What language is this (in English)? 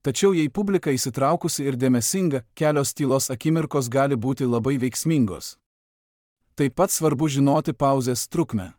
Lithuanian